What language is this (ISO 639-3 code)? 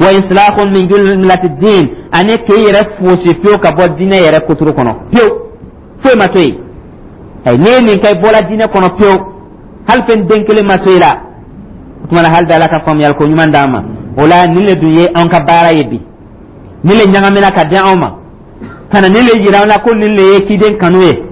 dyu